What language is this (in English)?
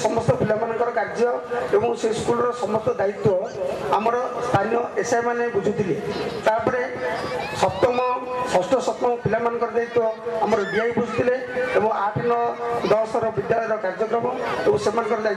Odia